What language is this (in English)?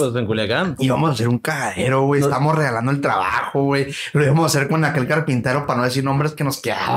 Spanish